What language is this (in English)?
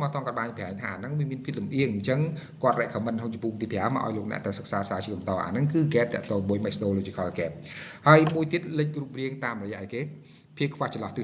Khmer